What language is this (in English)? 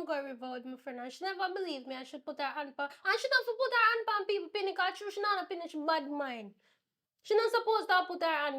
Jamaican Creole English